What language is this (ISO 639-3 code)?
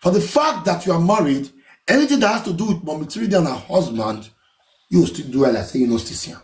pcm